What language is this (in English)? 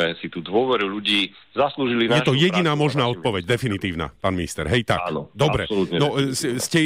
Slovak